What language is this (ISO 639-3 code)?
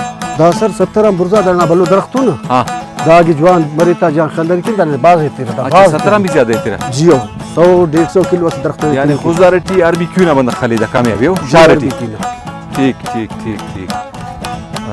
brh